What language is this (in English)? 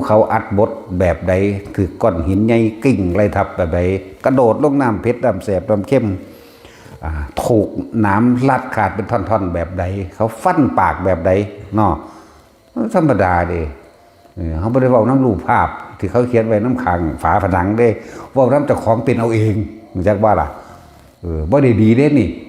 Northeastern Thai